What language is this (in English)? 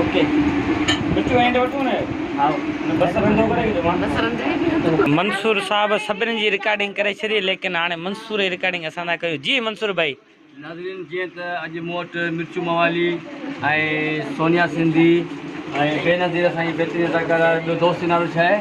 Sindhi